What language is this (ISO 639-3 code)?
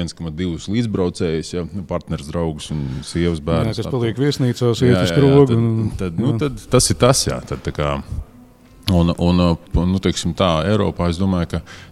lav